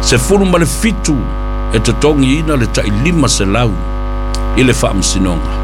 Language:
Samoan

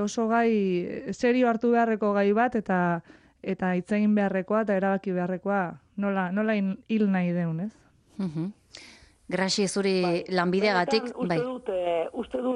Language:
Basque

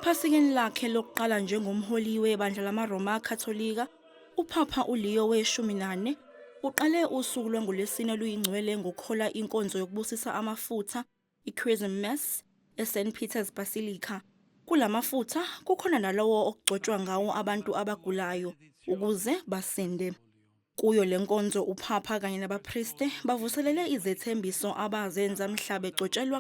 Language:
Zulu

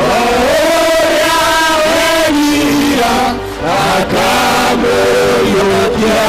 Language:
Kikuyu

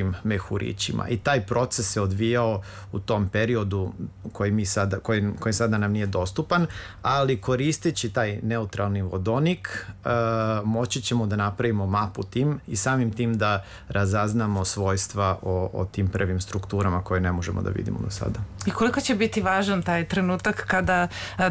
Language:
Serbian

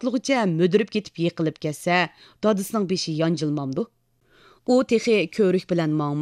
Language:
Uyghur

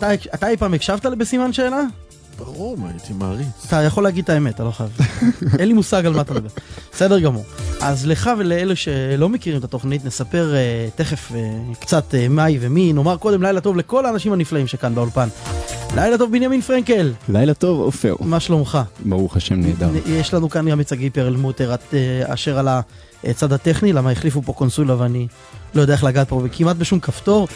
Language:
Hebrew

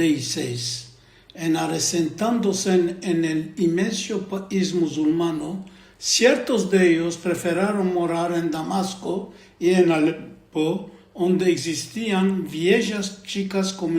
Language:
Ladino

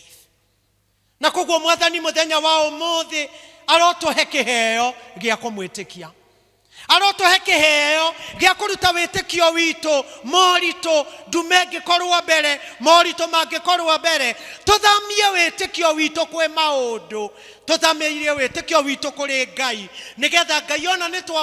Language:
Kikuyu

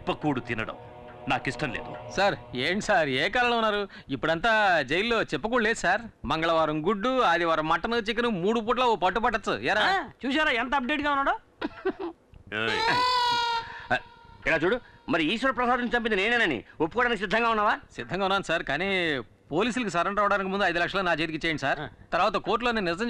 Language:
Telugu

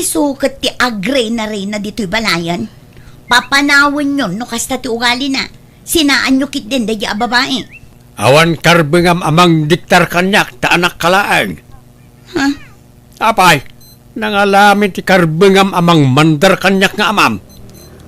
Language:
Iloko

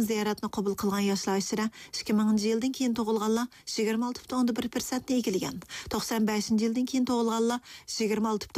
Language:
Uyghur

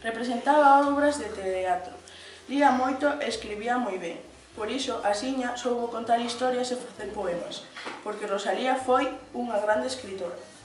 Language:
Galician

